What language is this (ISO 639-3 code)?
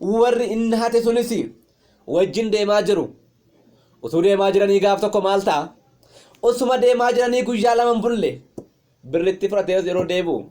orm